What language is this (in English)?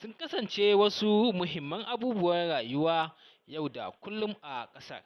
Hausa